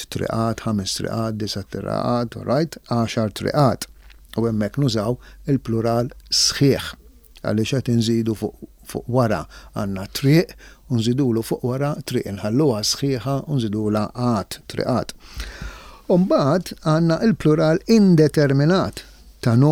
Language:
Maltese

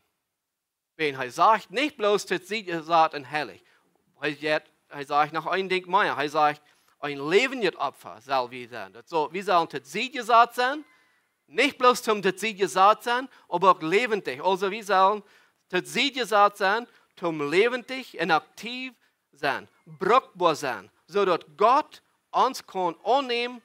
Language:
Plautdietsch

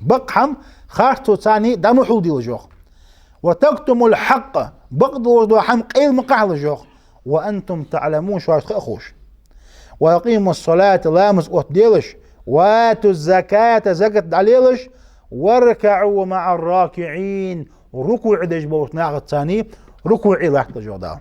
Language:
Ingush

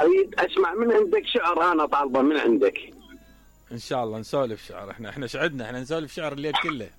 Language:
Mesopotamian Arabic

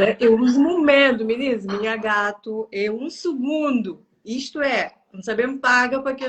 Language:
Kabuverdianu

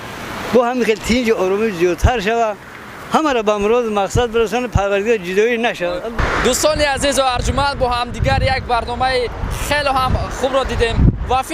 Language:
Tajik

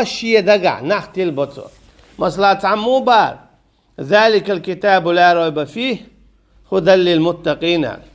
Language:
Chechen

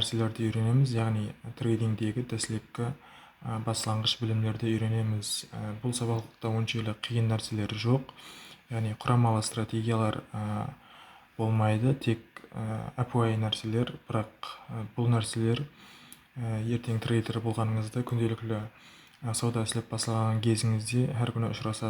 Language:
Kara-Kalpak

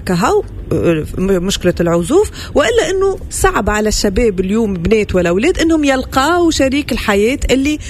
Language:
Tunisian Arabic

